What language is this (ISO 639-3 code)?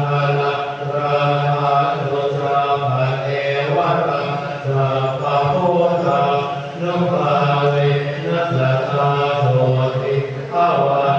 pli